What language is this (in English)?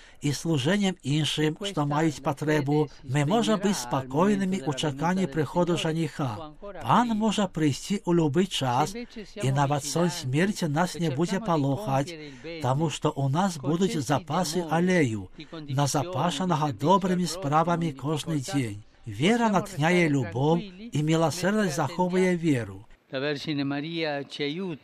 Belarusian